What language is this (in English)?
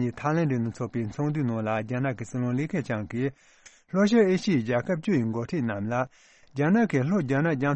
Tibetan